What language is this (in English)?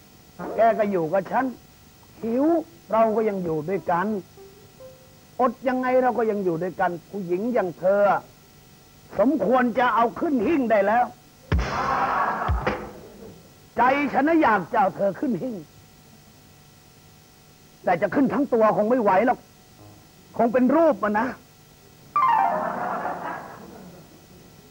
Thai